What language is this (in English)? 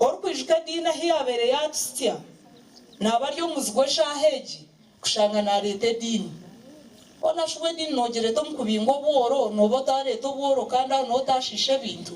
Nyankole